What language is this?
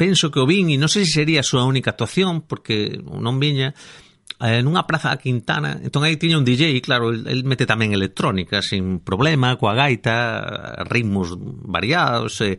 Galician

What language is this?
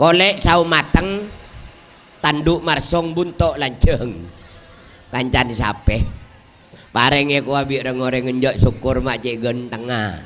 Madurese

